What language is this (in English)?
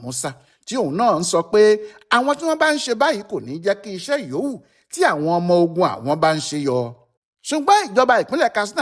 Yoruba